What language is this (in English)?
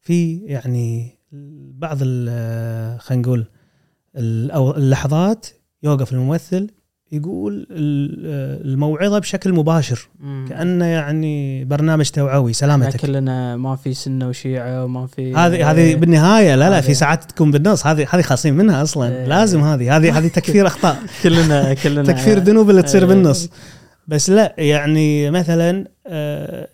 Gulf Arabic